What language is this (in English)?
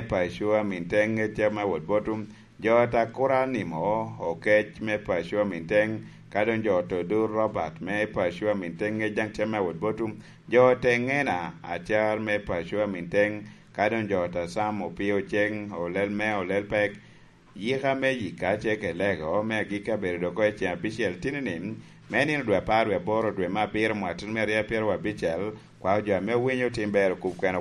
Lango (Uganda)